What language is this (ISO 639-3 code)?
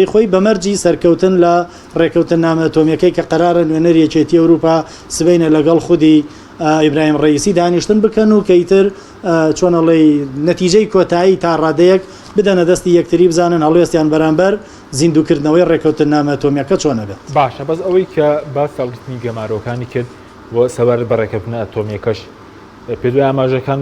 ckb